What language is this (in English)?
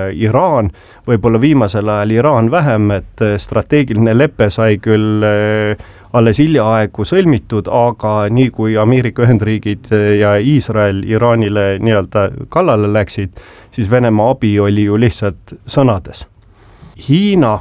Estonian